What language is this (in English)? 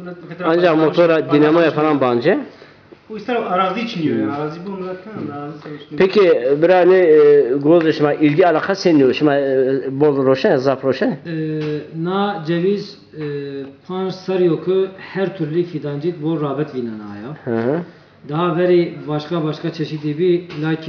Zaza